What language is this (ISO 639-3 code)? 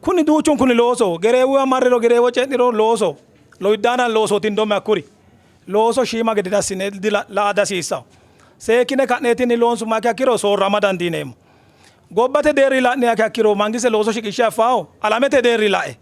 sid